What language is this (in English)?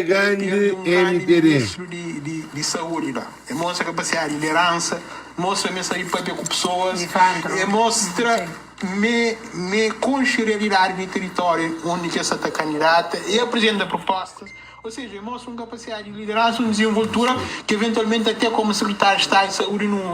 Kabuverdianu